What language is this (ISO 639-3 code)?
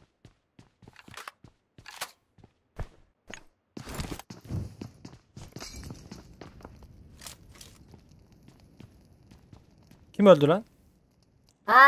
tur